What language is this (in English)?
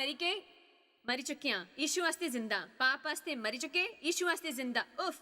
Dogri